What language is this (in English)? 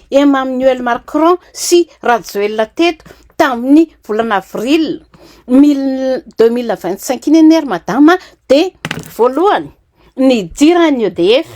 Malagasy